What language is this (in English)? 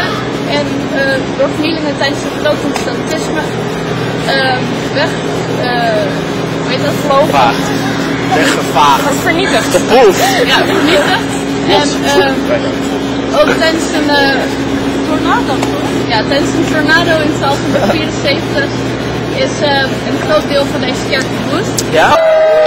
Dutch